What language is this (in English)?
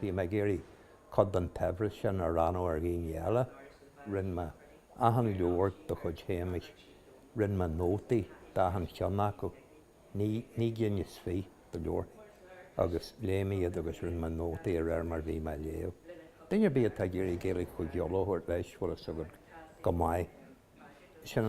Irish